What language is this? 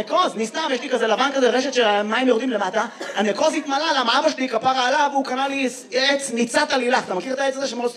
Hebrew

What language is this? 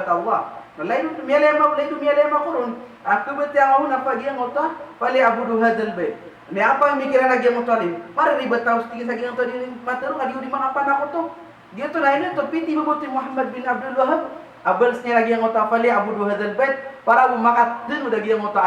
Maranao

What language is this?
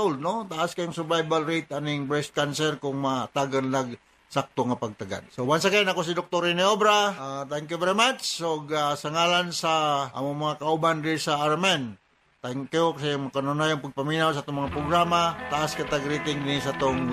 Cebuano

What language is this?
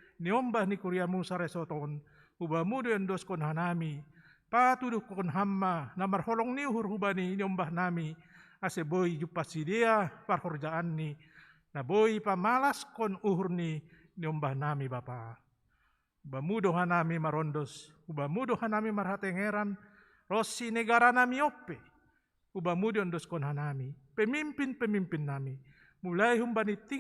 Batak Simalungun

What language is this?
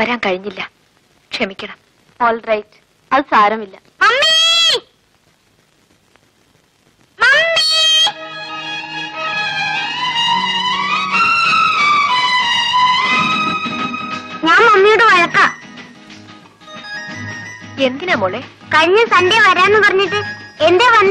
Malayalam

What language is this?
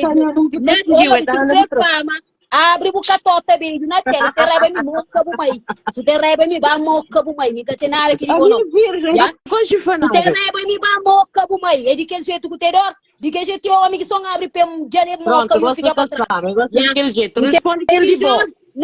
Kabuverdianu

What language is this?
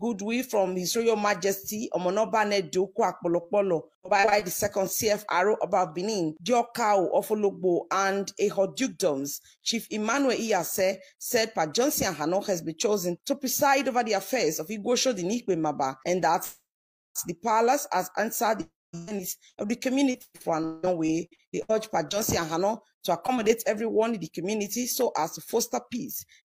Nigerian Pidgin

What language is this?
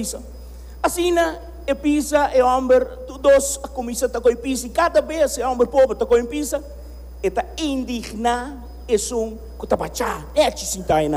Papiamento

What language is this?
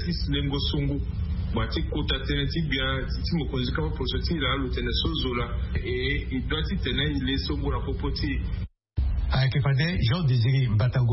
Sango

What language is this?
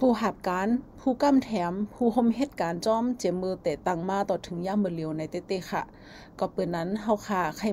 Shan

